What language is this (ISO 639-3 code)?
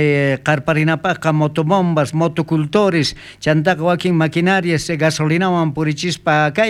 quh